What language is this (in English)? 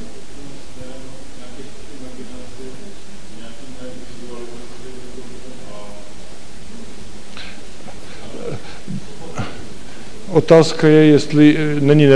Czech